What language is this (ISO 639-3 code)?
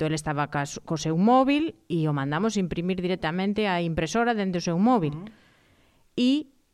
glg